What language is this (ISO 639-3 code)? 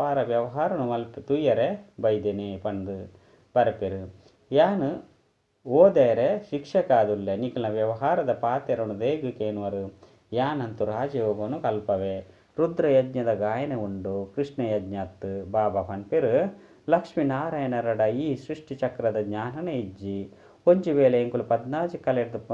tcy